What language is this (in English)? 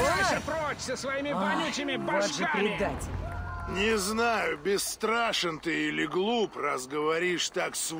Russian